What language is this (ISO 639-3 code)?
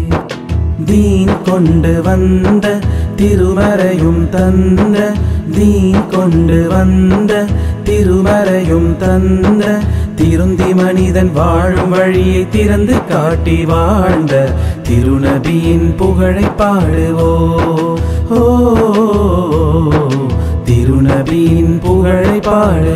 tam